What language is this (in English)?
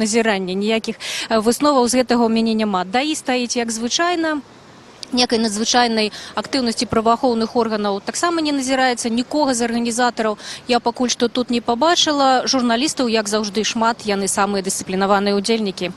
Belarusian